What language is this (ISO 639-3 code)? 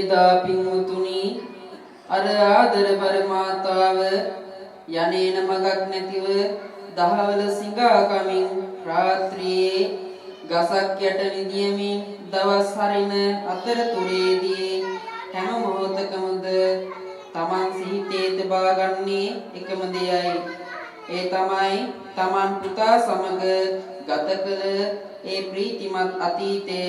sin